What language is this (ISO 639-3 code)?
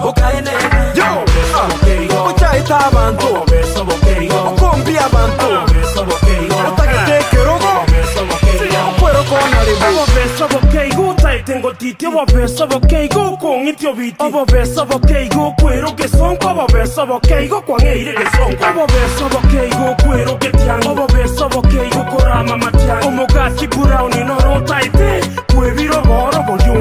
guz